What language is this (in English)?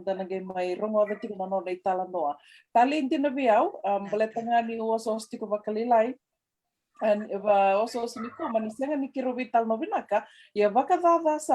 Fijian